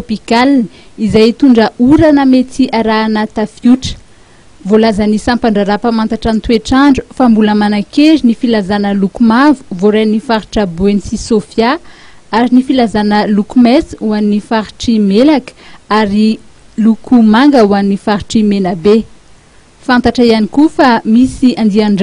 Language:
Malagasy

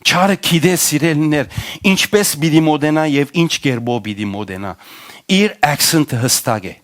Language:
Western Armenian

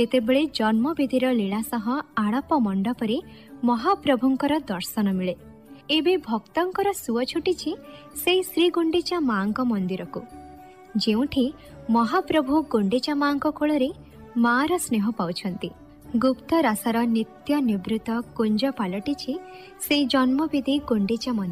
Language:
Odia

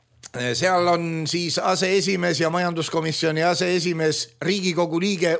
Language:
Estonian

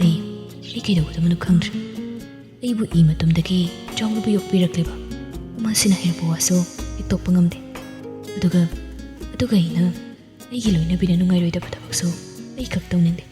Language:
Manipuri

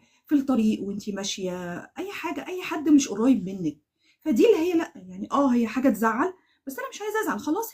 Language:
Egyptian Arabic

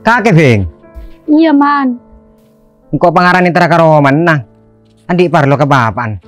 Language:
Madurese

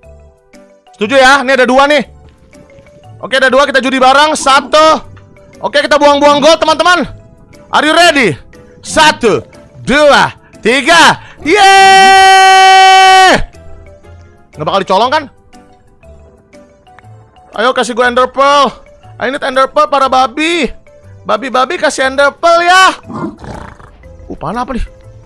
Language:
Indonesian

